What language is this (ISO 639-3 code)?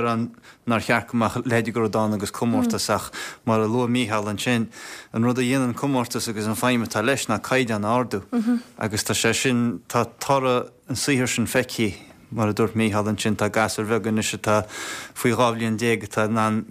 gle